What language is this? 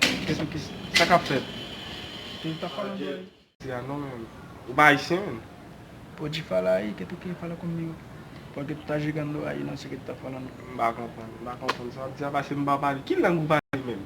Haitian Creole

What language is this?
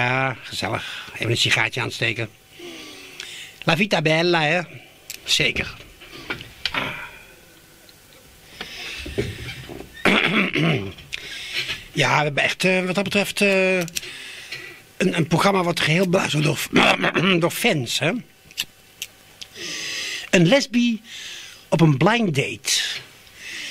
Dutch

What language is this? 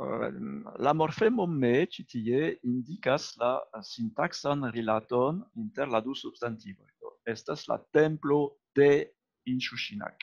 Esperanto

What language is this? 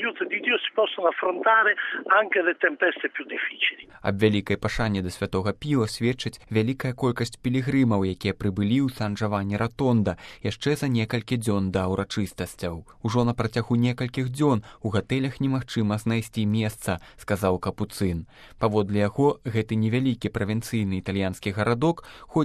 Belarusian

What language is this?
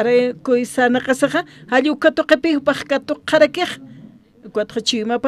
Aymara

